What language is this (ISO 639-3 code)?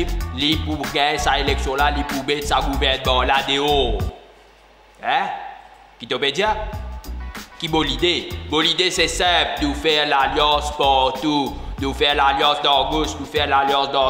mfe